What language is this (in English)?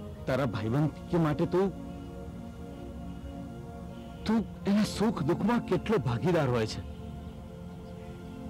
Gujarati